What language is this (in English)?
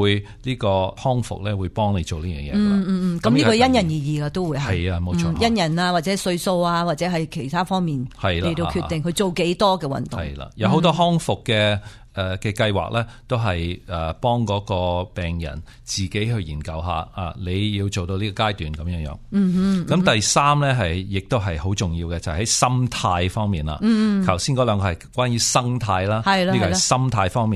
Cantonese